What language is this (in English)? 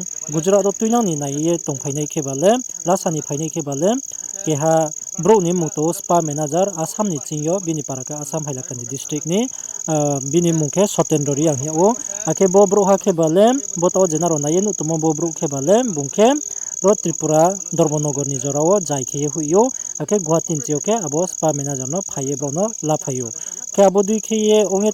Riang (India)